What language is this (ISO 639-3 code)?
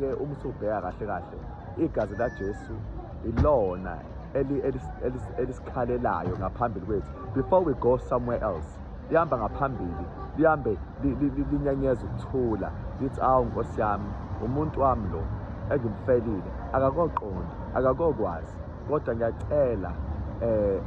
zul